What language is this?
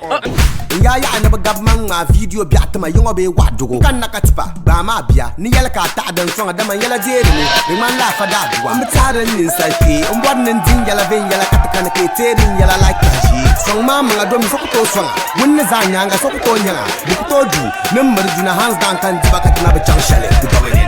Dagbani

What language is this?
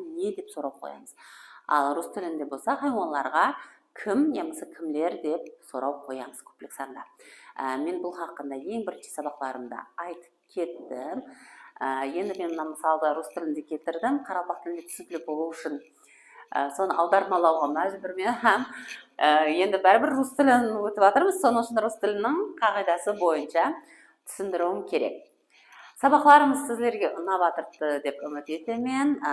Kara-Kalpak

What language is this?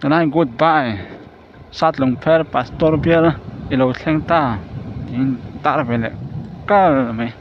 Mizo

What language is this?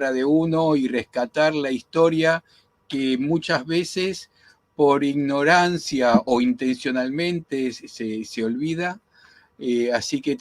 Ladino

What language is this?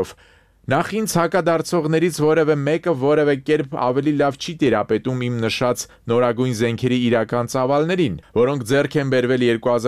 Armenian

